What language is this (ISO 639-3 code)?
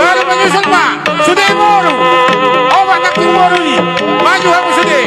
bbc